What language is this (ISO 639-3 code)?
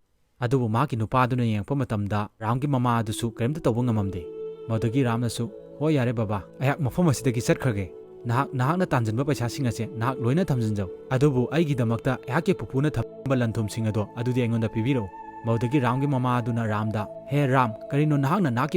mni